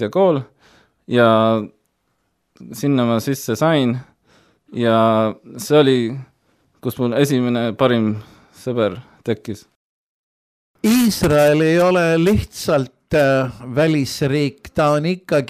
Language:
Estonian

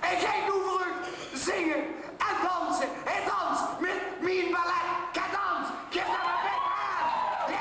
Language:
Limburgish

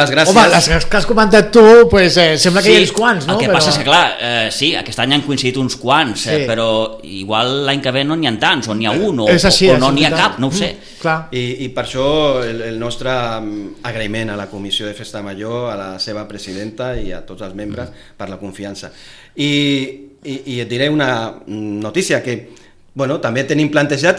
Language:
Catalan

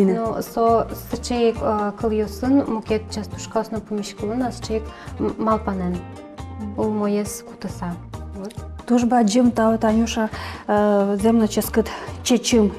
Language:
Udmurt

